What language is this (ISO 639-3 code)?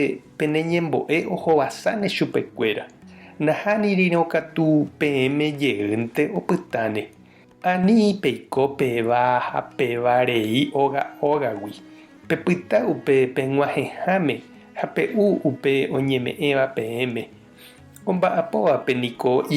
grn